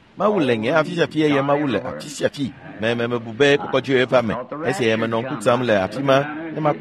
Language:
Ewe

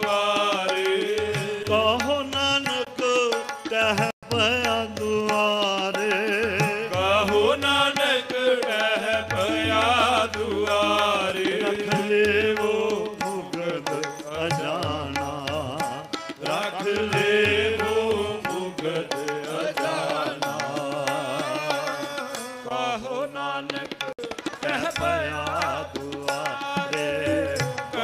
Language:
Punjabi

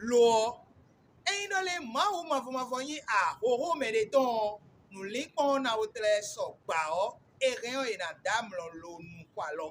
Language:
Fon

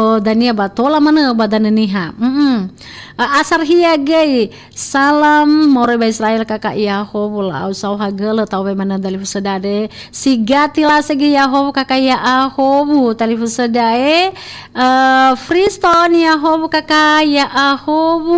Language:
Nias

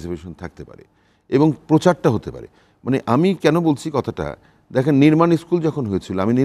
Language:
Bangla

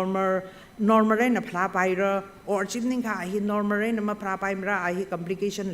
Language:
Tangkhul Naga (India)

